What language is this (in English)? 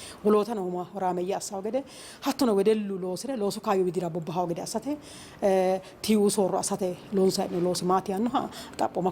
Sidamo